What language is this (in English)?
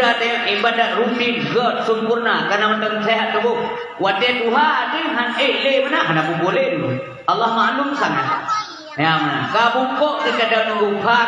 Achinese